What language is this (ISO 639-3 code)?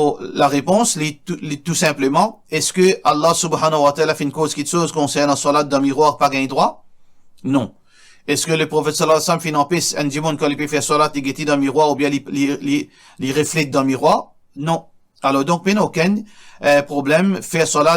mfe